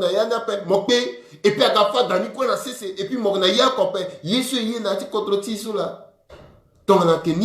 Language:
Sango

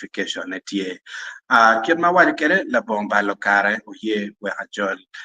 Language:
Acoli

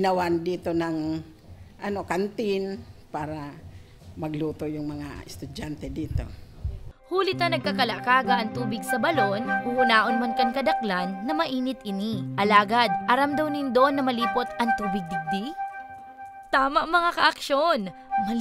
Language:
Bikol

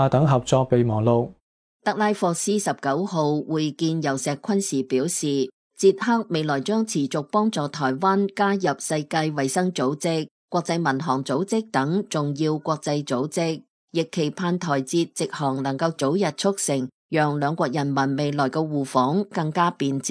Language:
Cantonese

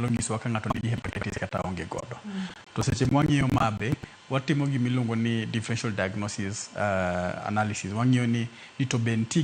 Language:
Luo (Kenya and Tanzania)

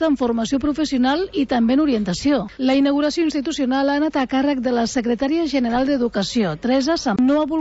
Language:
Catalan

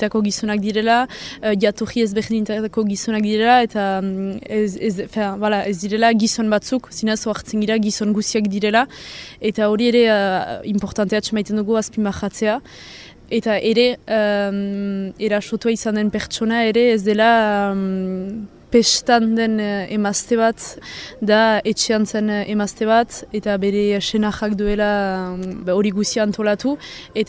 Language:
Basque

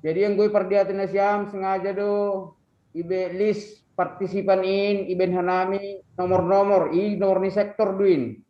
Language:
Batak Simalungun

